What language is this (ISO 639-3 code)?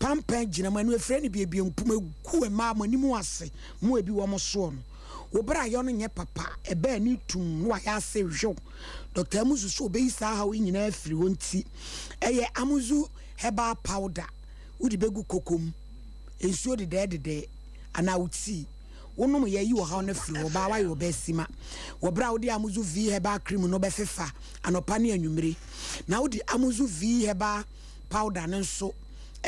aka